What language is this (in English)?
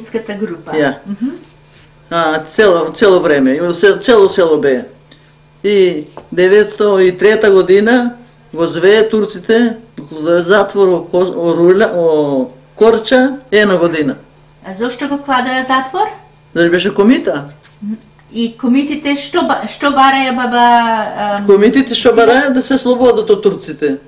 Macedonian